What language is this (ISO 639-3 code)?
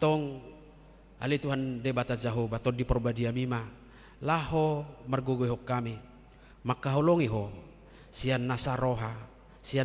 bbc